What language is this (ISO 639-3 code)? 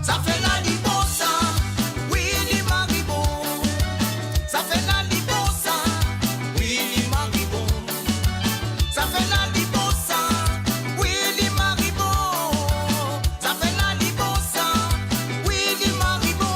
mfe